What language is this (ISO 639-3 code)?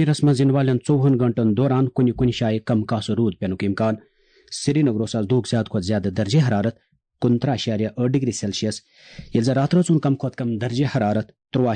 kas